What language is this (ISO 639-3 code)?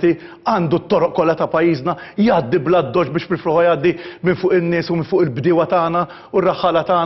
mlt